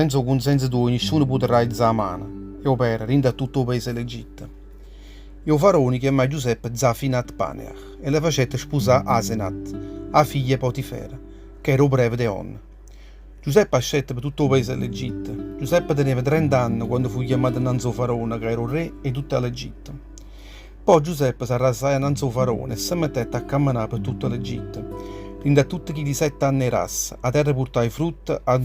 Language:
Neapolitan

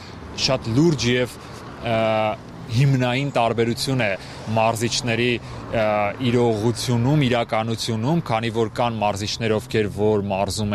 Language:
Armenian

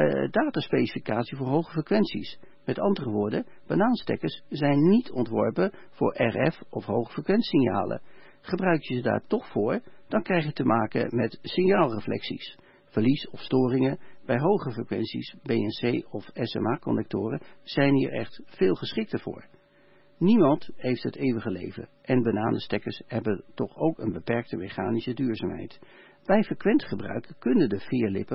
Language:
Dutch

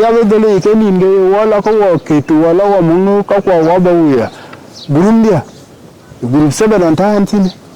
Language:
Dinka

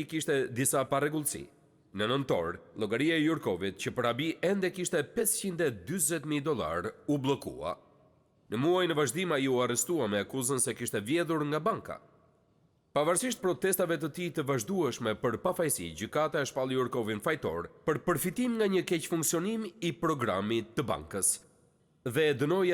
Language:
Albanian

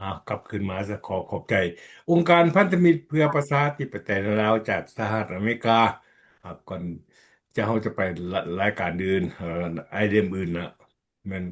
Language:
Lao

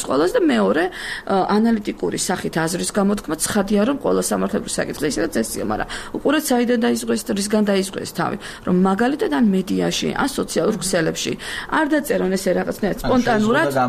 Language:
Georgian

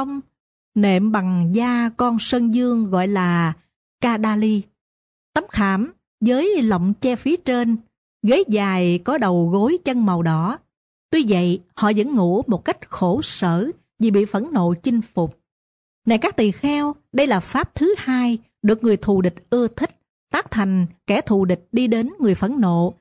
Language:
Vietnamese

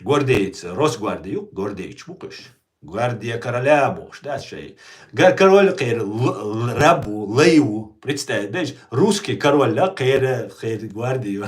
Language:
Chechen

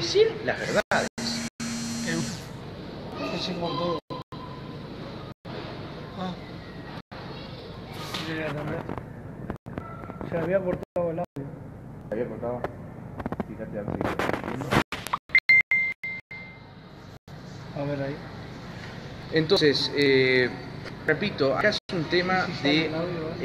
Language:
Spanish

